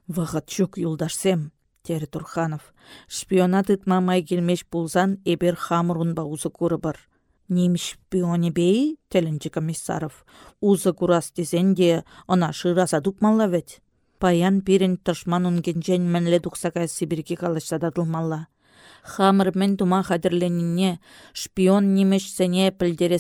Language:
Chuvash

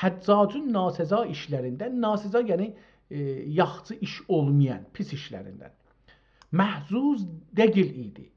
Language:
South Azerbaijani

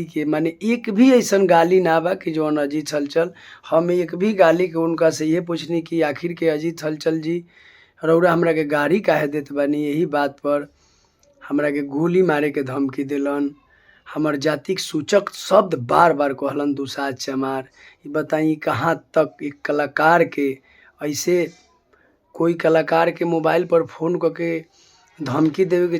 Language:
Bhojpuri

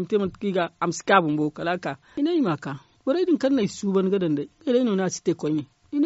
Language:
Zarma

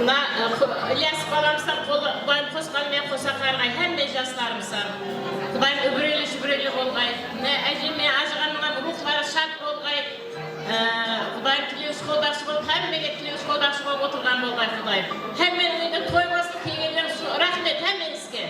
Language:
Kara-Kalpak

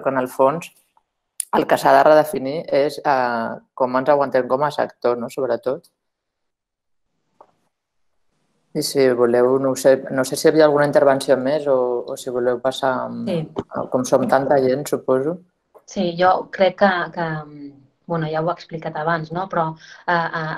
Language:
Catalan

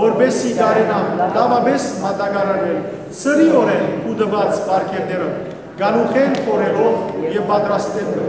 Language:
Western Armenian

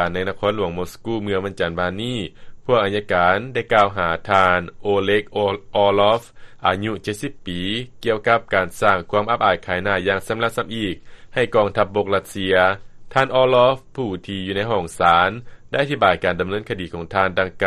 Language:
Lao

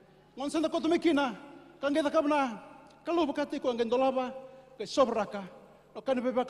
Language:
Fijian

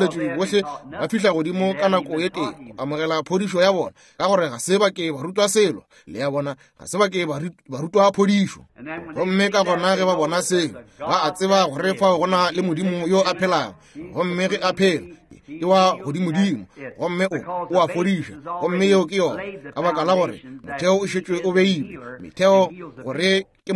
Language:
Northern Sotho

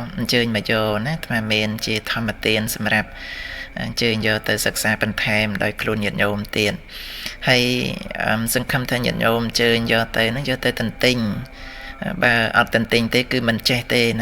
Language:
Khmer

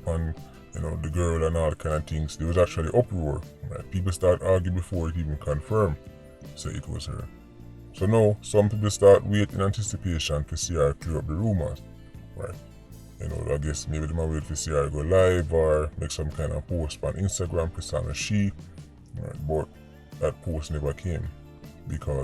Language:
Jamaican Creole English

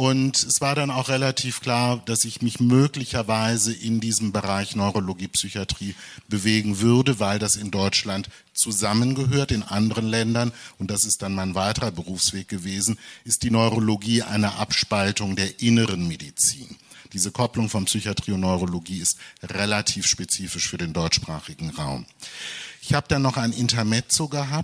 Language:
German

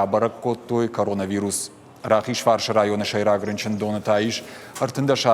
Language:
Ossetic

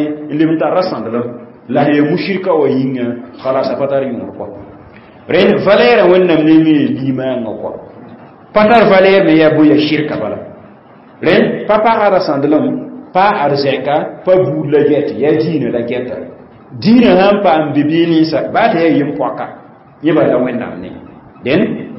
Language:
Mossi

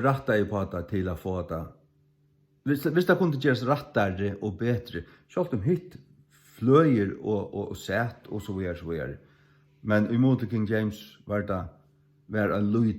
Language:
Faroese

